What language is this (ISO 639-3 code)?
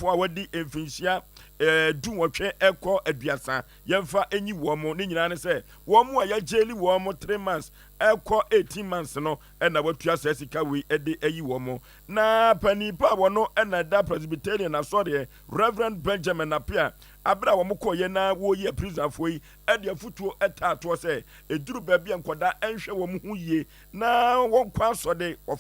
aka